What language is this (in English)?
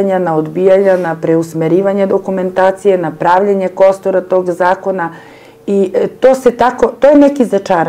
Serbian